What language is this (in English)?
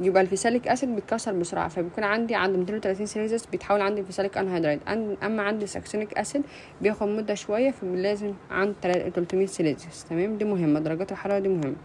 Egyptian Arabic